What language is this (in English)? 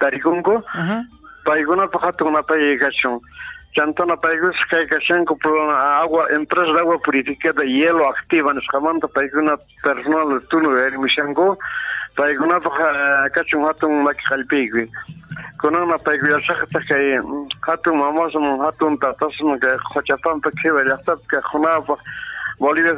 South Bolivian Quechua